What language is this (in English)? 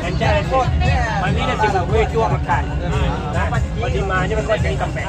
Minangkabau